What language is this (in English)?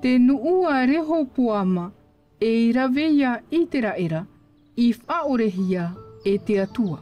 Tahitian